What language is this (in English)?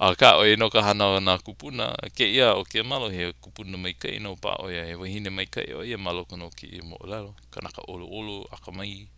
Hawaiian